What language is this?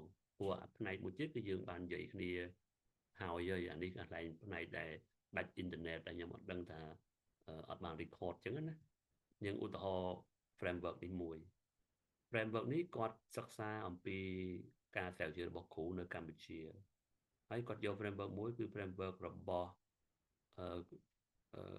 Khmer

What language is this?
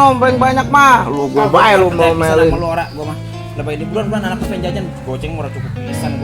Betawi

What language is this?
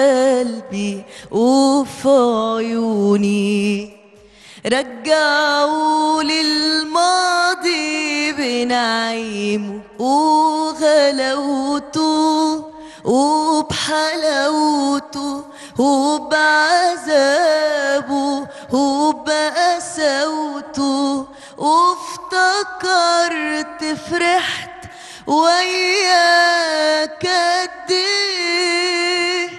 Egyptian Arabic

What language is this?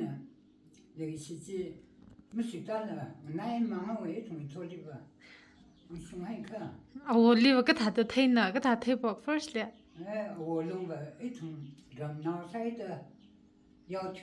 Tangkhul Naga (India)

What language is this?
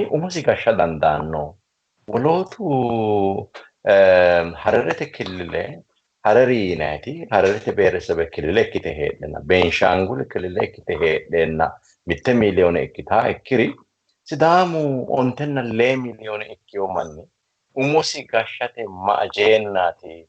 Sidamo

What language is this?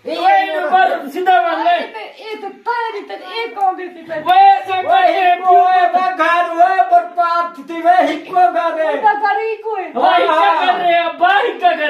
Saraiki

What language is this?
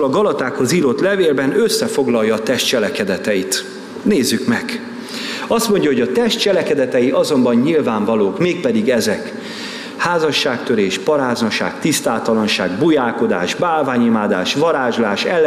Hungarian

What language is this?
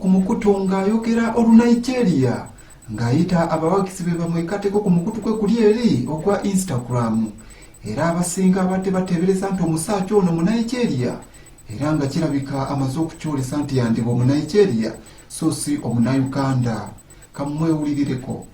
Ganda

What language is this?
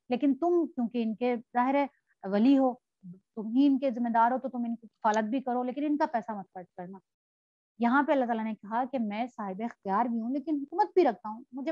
Urdu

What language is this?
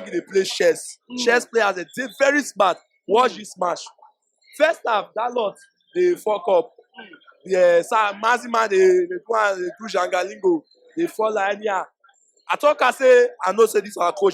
Nigerian Pidgin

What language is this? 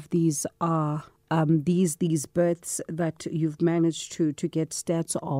English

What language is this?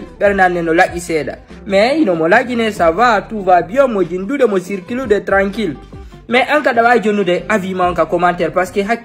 Fula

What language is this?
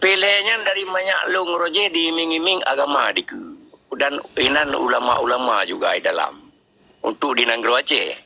Achinese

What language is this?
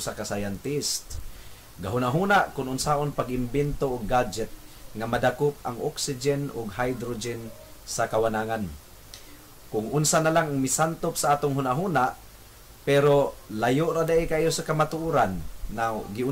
Cebuano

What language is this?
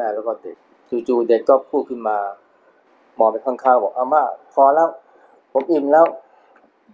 Thai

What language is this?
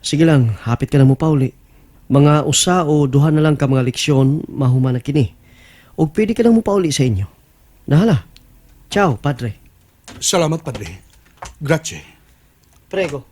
Cebuano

